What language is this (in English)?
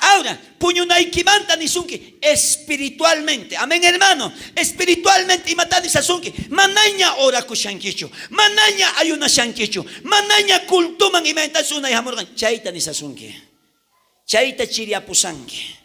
South Bolivian Quechua